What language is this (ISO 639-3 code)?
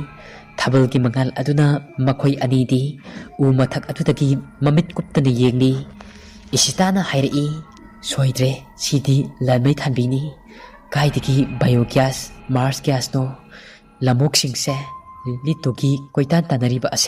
mni